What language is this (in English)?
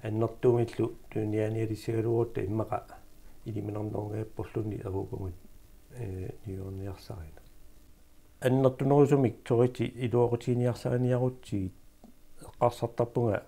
Kalaallisut